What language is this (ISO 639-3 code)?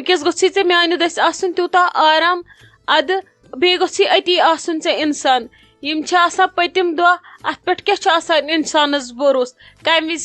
kas